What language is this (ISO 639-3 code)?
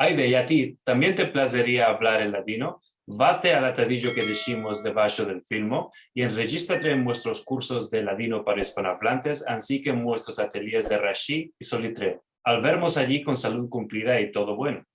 lad